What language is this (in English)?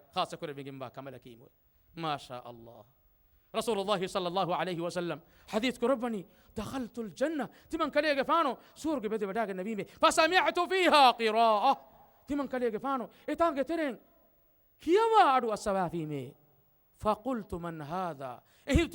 Divehi